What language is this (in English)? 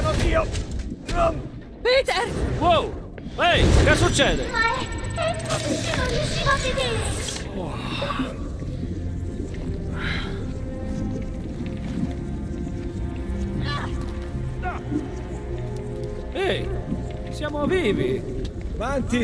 Italian